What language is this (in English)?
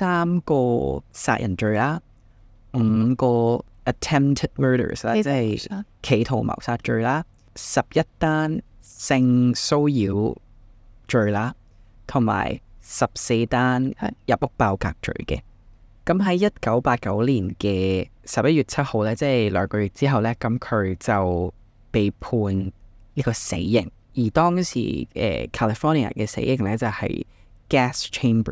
Cantonese